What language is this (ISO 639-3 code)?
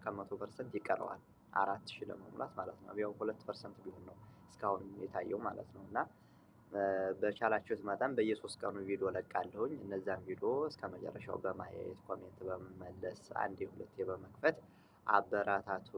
amh